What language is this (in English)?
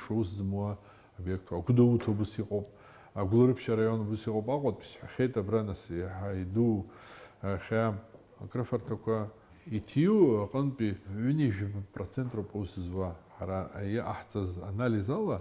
Abkhazian